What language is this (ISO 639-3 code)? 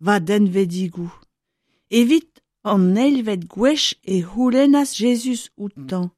bre